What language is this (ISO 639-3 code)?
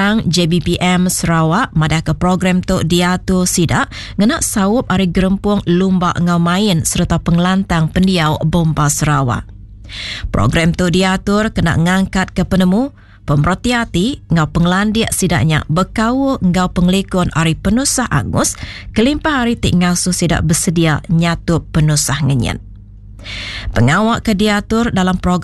iba